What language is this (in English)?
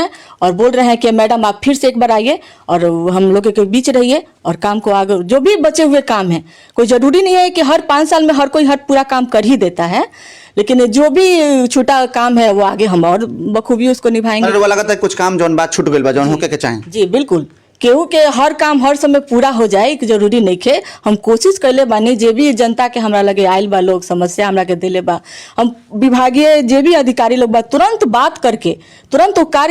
Bhojpuri